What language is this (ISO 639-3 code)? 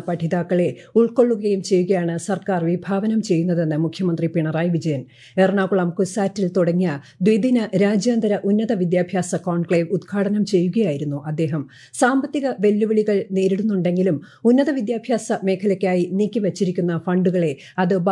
mal